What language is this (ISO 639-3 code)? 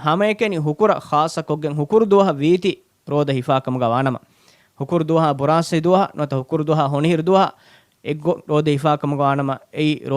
div